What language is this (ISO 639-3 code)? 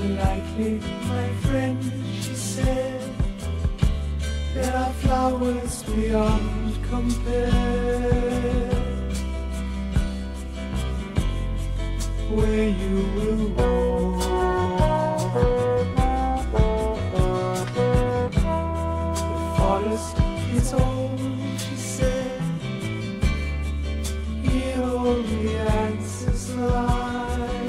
eng